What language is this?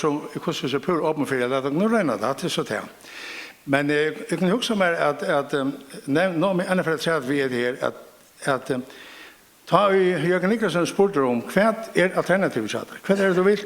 Faroese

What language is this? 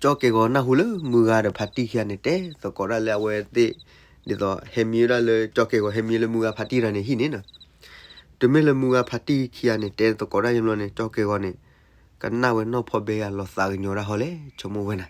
S'gaw Karen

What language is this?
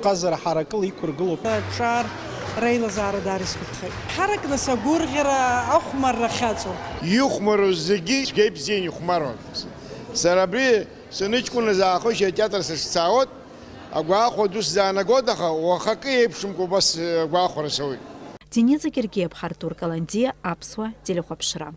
Abkhazian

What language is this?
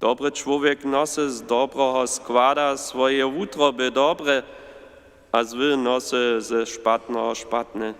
Upper Sorbian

